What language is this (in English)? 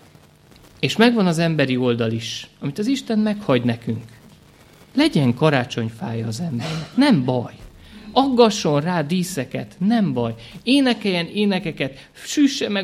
Hungarian